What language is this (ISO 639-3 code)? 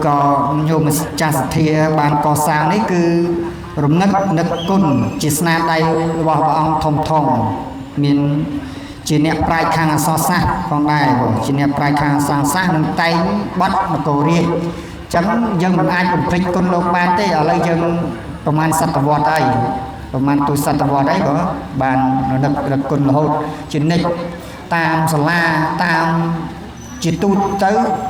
khm